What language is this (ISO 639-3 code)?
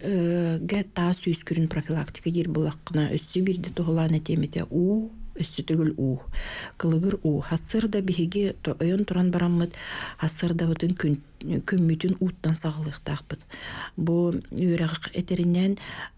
sah